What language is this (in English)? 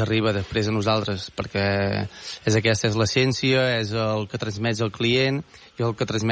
Catalan